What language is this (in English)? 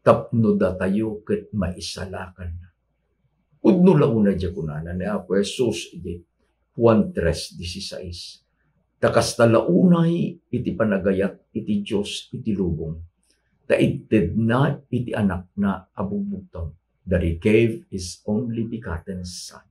Iloko